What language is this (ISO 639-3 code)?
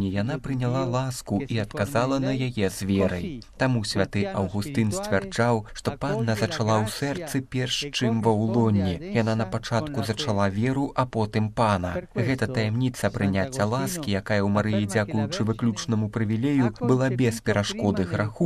bel